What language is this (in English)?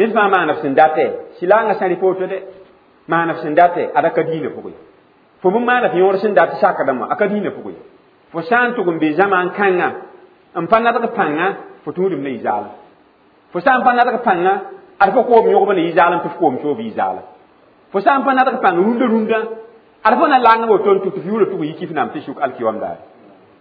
Mossi